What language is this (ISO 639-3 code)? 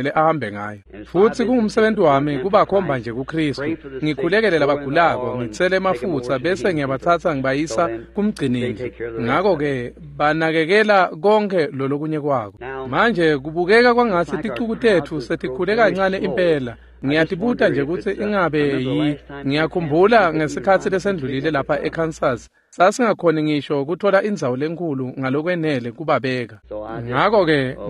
ssw